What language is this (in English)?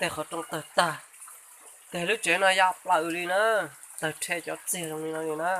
Hmong